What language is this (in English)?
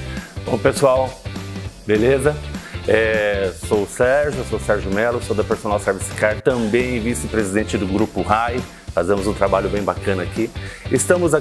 Portuguese